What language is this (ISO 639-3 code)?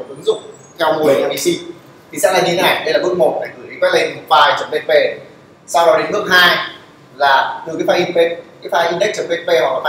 vie